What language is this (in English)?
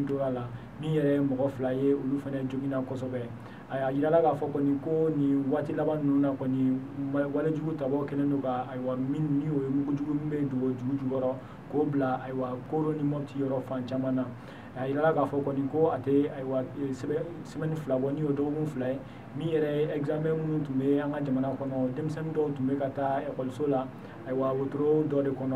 Bambara